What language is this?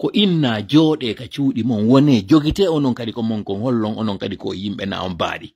Fula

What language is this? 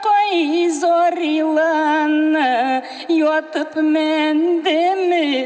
Bashkir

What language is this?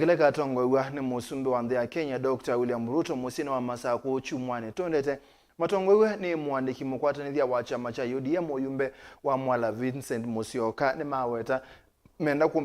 Kamba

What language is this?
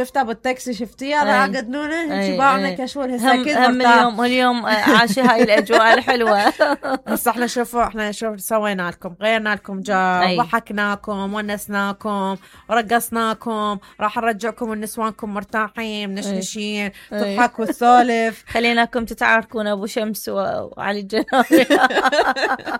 Mesopotamian Arabic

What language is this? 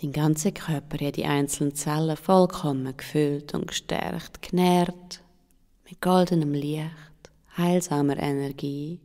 Swiss German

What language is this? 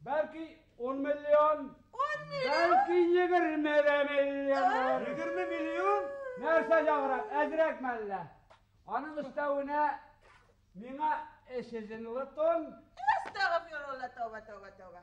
Bashkir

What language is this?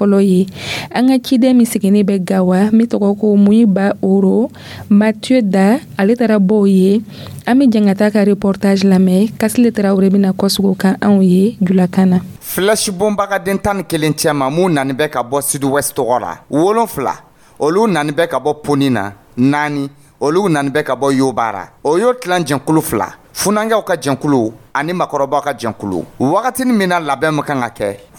Dyula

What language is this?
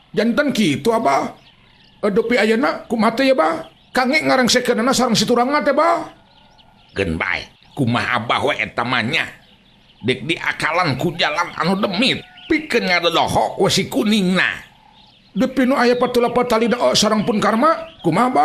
Sundanese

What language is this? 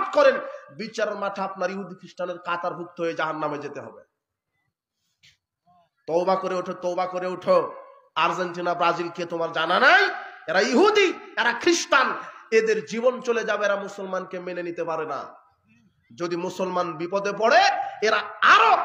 Bangla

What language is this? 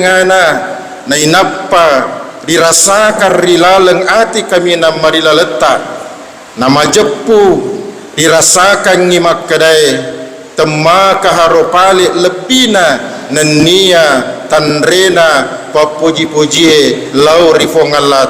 Buginese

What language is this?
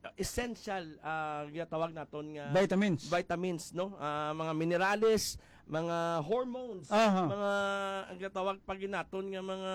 Hiligaynon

